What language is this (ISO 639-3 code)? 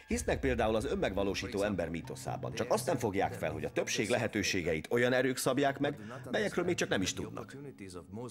hun